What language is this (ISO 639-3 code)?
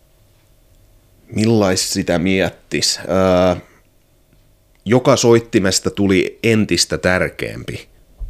fin